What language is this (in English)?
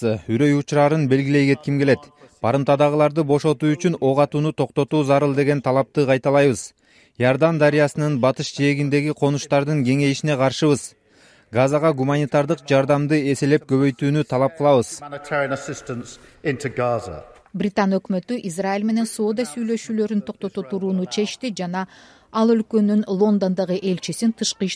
Kyrgyz